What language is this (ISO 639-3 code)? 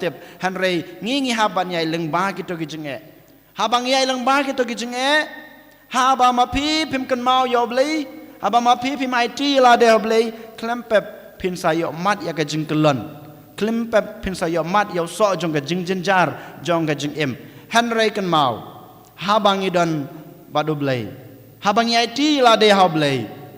kha